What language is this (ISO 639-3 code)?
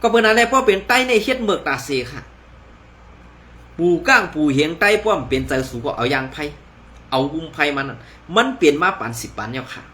shn